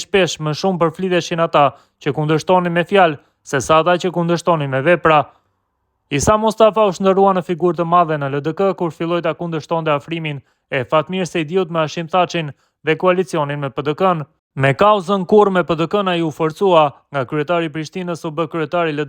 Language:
Albanian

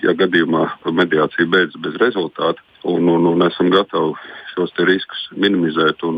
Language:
Latvian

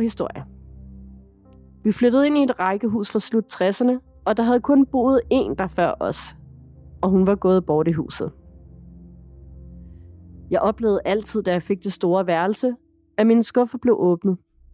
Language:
Danish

